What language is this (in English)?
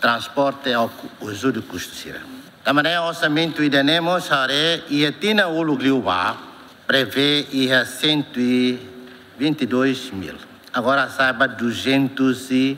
Tetum